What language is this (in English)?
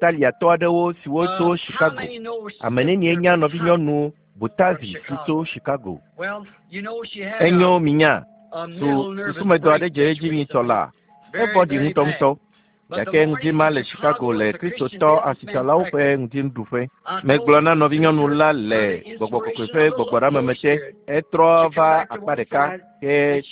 Ewe